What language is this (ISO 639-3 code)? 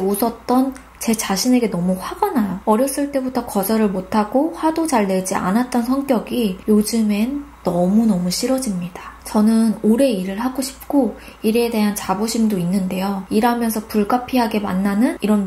kor